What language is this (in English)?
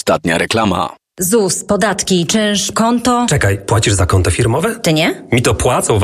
Polish